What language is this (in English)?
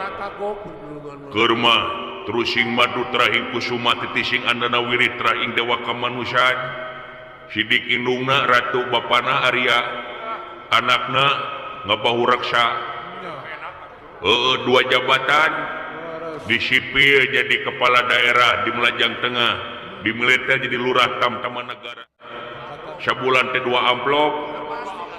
Sundanese